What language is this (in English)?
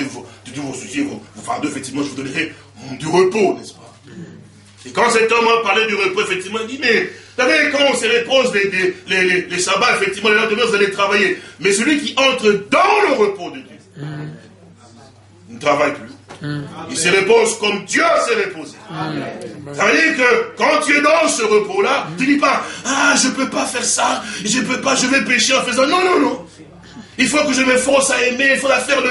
French